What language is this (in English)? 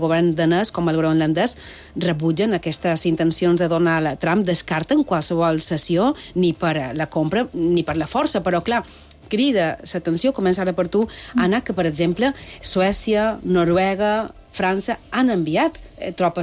Catalan